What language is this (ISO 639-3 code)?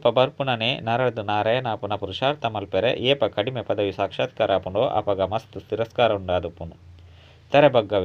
tcy